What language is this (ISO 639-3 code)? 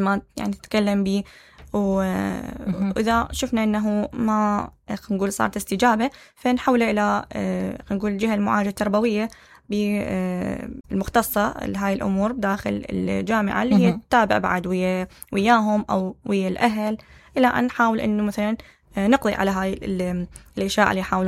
acm